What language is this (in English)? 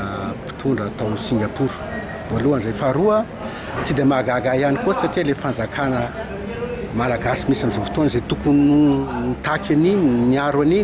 Malagasy